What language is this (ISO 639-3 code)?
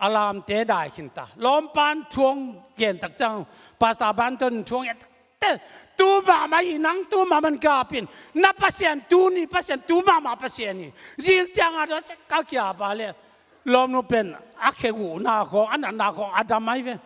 ctd